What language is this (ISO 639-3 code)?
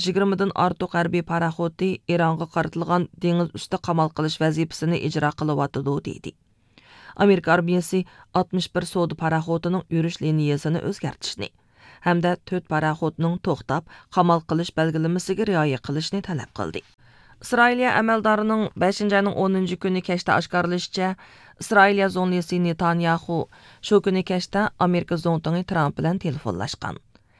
uig